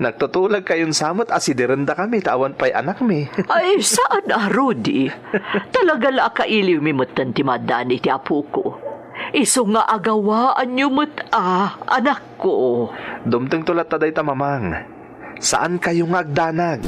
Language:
Iloko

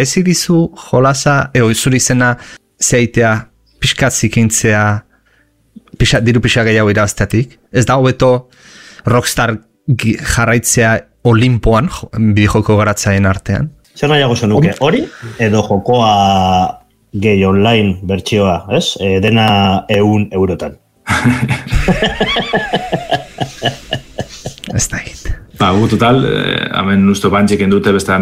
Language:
Basque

